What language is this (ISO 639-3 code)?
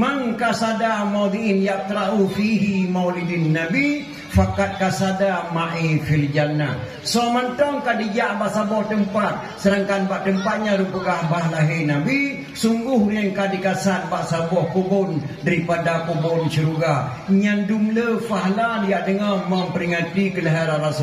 ace